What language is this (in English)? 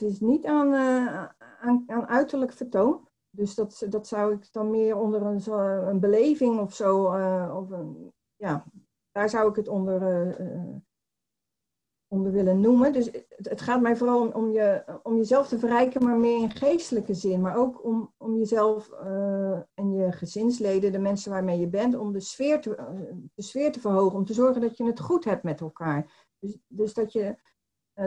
Dutch